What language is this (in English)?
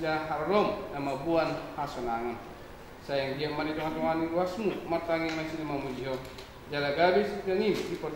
Batak Toba